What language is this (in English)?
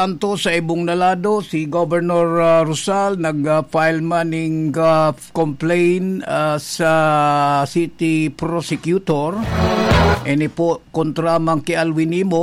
Bikol